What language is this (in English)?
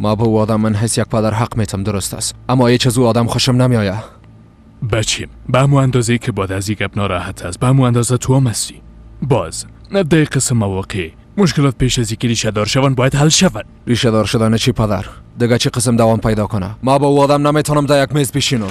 Persian